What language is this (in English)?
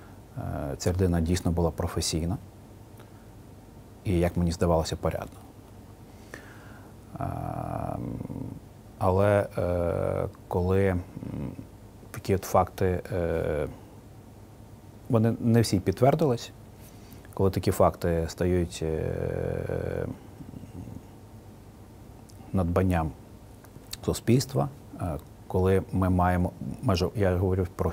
Ukrainian